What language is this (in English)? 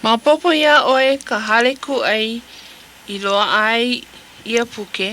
Hawaiian